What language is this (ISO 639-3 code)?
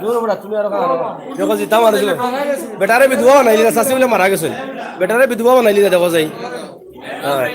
syl